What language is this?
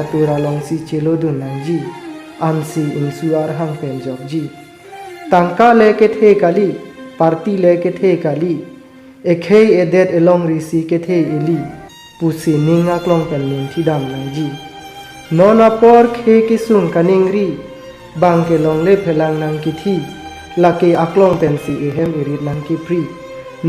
Karbi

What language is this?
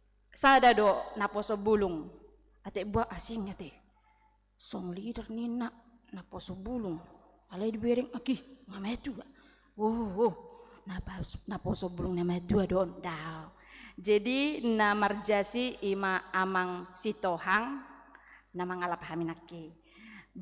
Batak Toba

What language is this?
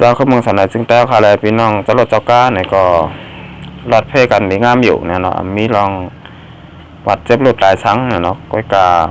Shan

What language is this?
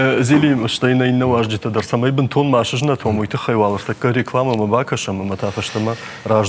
Ossetic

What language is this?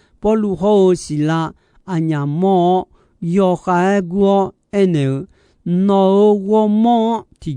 Akha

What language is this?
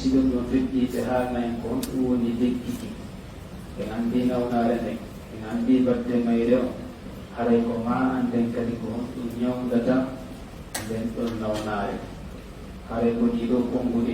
Fula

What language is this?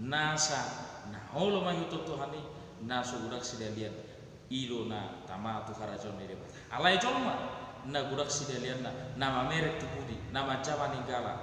Batak Toba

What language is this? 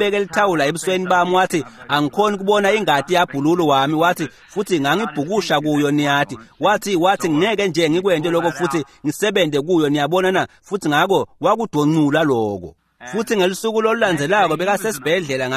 Swati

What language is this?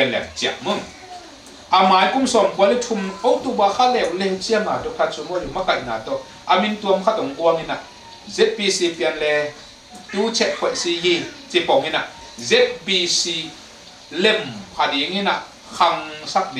Tedim Chin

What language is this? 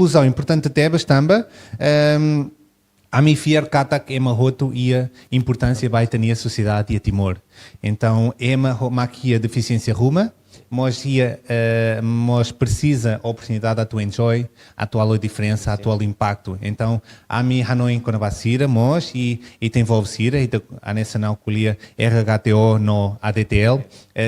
Tetum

